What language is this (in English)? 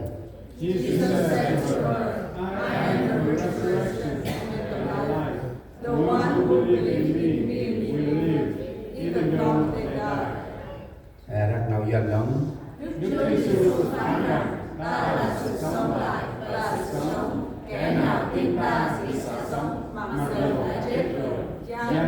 Central Mnong